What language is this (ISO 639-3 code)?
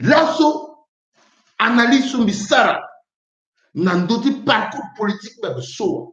sag